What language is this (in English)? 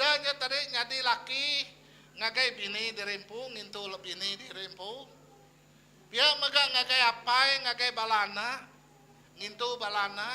Iban